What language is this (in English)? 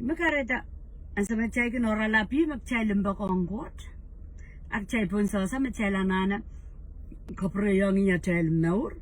Pohnpeian